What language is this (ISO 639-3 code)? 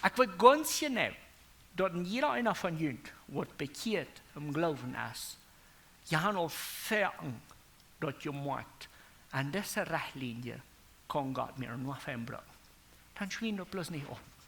pdt